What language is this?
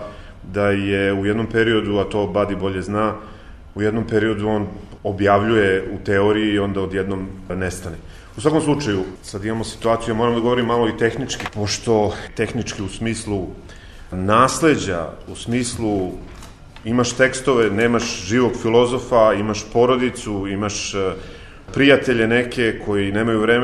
Serbian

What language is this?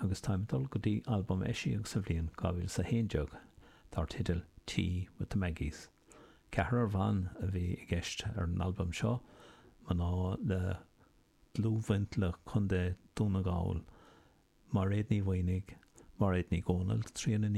Irish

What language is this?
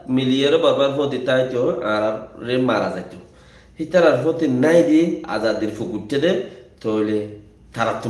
Rohingya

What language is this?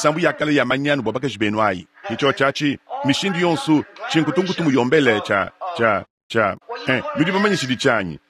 Luba-Lulua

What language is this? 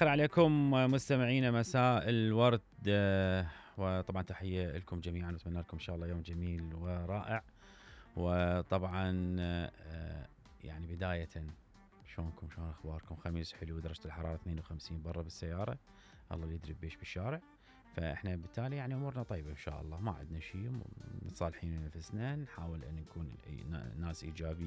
Mesopotamian Arabic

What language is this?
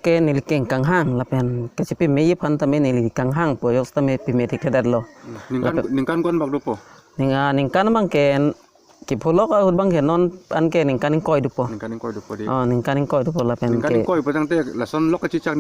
Karbi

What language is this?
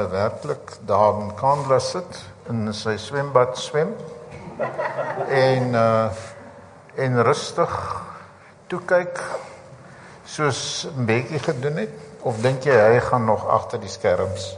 Afrikaans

